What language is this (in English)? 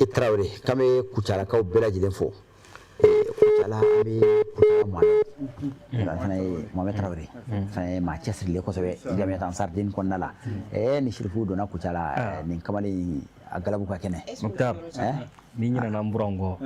Bambara